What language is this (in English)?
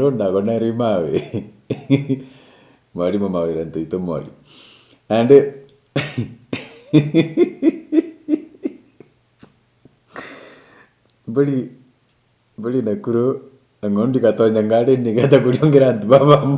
Meru